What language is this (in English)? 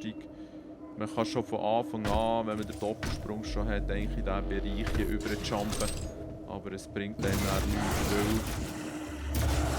Swiss German